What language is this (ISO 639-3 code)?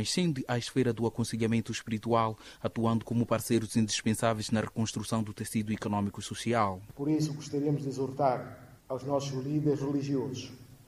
por